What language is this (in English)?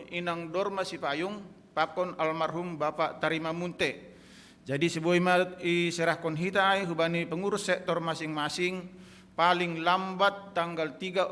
Batak Simalungun